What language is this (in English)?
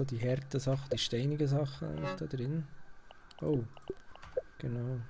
Swiss German